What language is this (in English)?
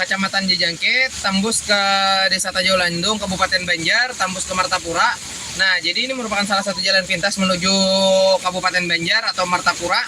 Banjar